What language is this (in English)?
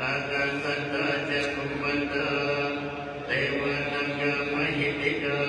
Pali